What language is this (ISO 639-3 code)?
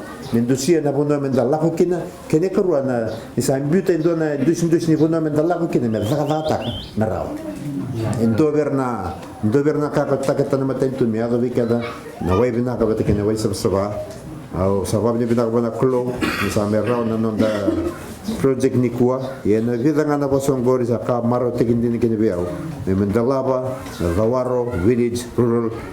fij